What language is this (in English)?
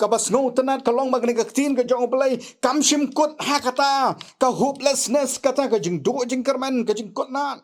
Khasi